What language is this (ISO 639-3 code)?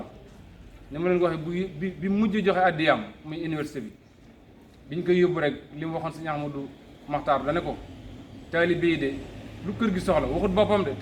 wol